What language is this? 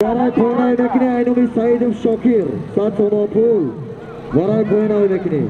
Tajik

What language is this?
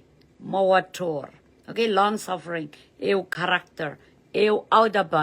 Pohnpeian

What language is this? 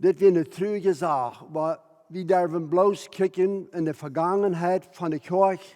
Plautdietsch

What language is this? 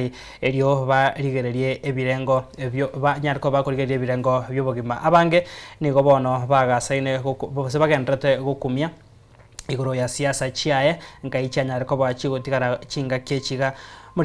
Gusii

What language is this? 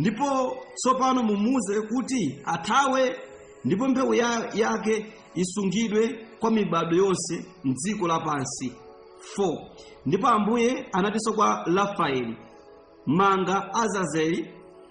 Nyanja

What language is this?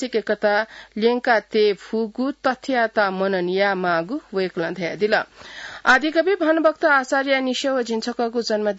Newari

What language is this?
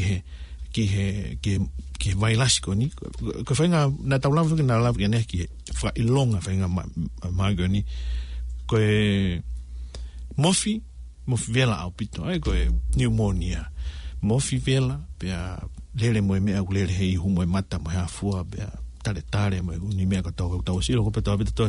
Tongan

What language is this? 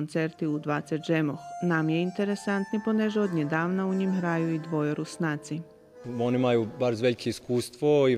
Rusyn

